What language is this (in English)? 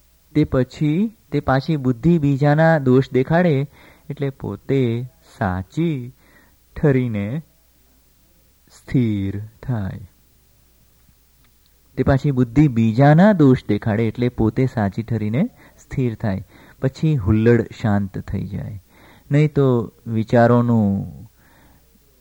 Gujarati